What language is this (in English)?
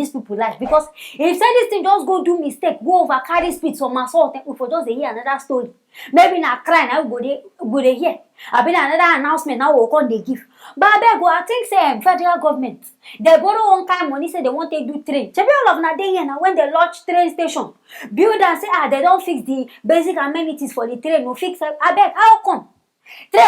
Nigerian Pidgin